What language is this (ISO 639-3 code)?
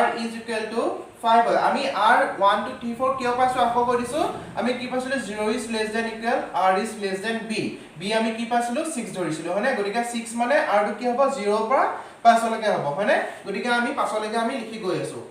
asm